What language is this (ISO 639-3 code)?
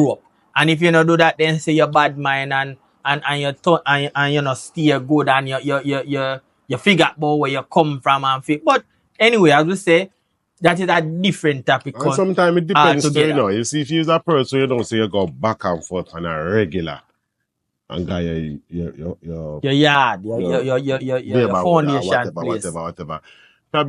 jam